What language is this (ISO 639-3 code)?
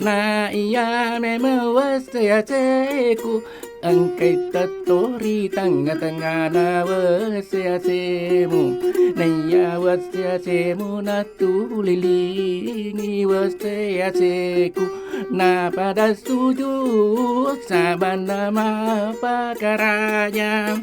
bug